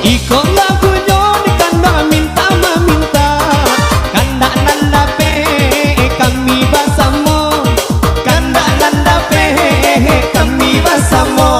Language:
Minangkabau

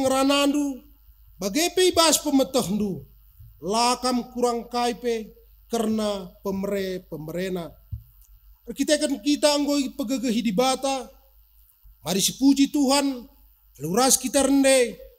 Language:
Batak Karo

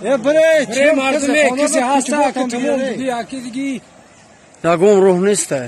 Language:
Tajik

